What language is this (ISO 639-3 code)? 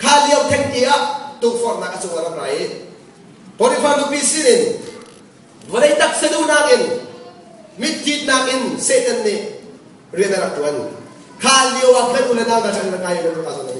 cnh